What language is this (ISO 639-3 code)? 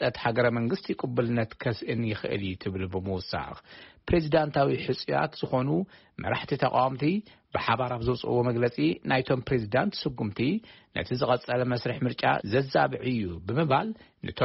tir